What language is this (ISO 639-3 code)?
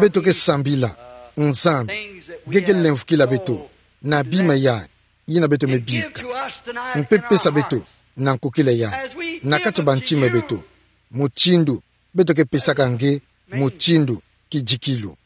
ktu